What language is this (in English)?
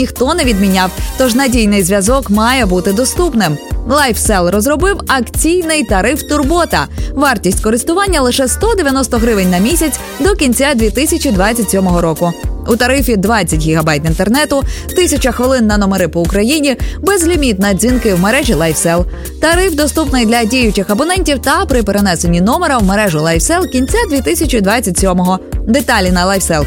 Ukrainian